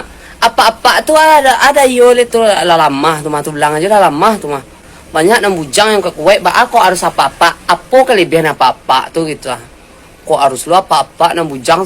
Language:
Minangkabau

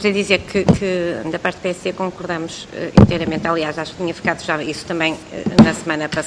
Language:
Portuguese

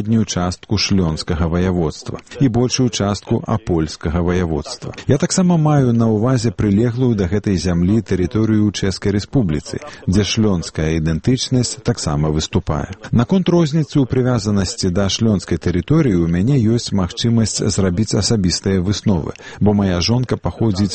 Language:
Belarusian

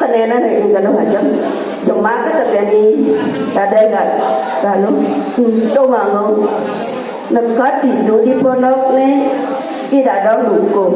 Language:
Balinese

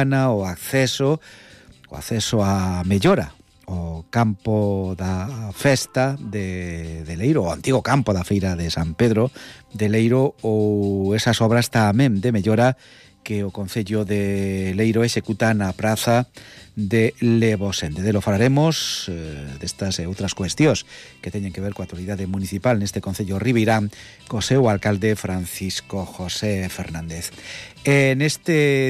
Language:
Galician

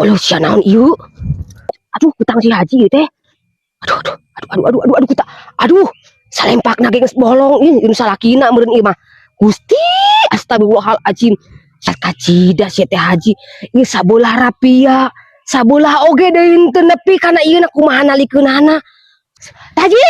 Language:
Sundanese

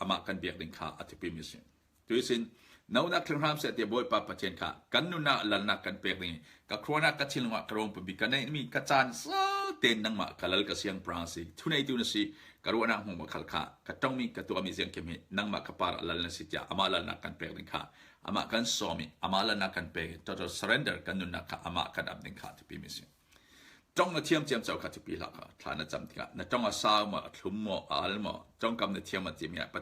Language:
Falam Chin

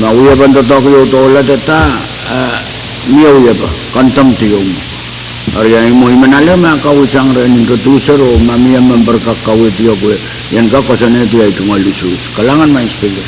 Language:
Pohnpeian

